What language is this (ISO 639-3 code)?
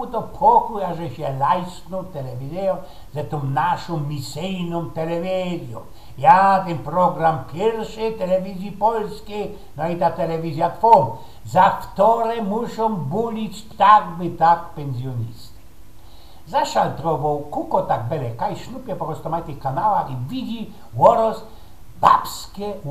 szl